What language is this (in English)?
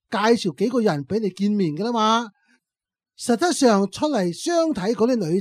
Cantonese